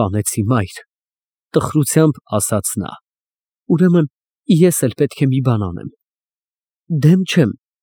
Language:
Armenian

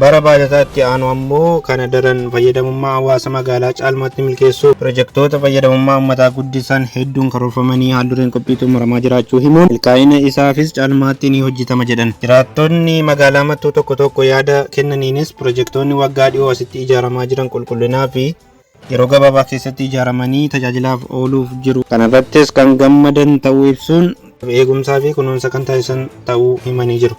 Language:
Oromo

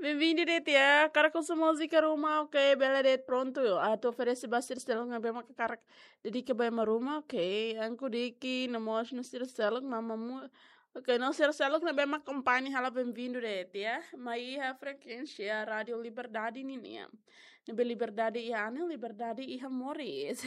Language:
Tetum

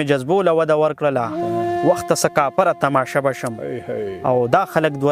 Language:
Pashto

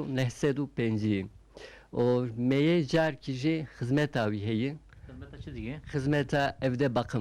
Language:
Kurdish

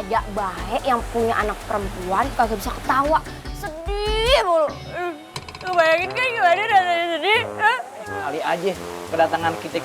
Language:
Betawi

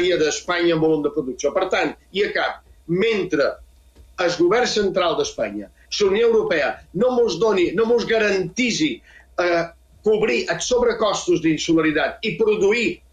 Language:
Catalan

